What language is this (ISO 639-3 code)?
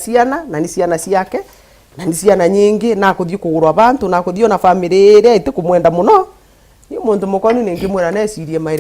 mer